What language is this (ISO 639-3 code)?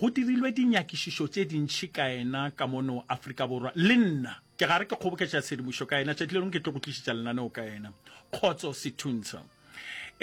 nso